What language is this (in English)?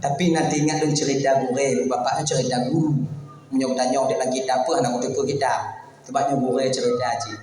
Achinese